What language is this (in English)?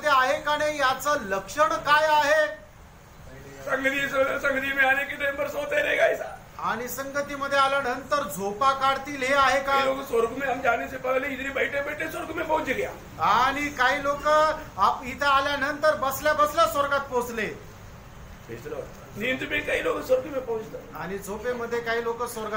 Marathi